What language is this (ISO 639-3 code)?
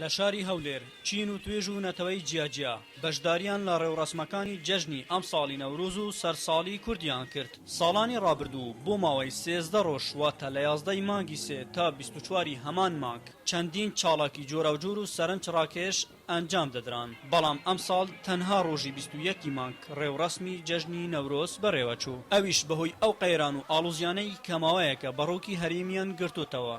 ckb